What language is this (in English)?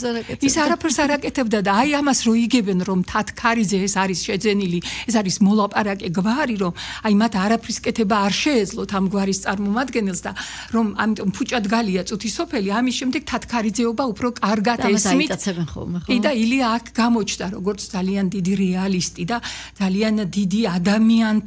Georgian